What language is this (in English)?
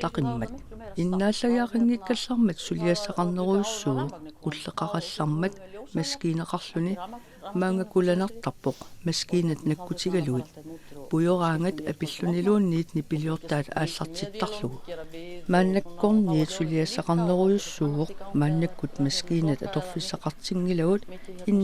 Kalaallisut